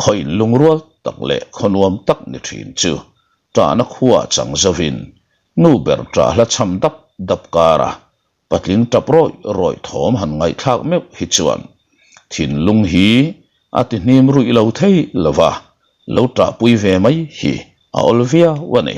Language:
Mizo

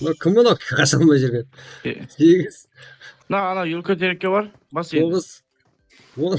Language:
Kara-Kalpak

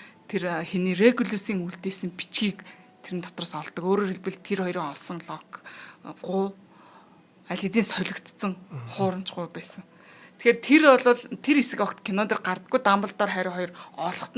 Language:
Mongolian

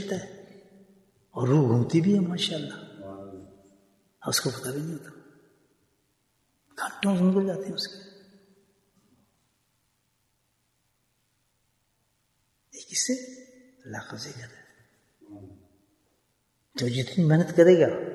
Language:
Urdu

